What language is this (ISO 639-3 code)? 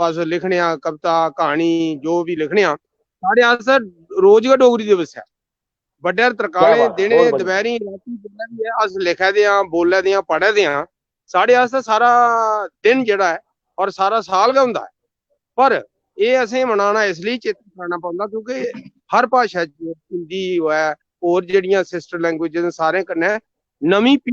doi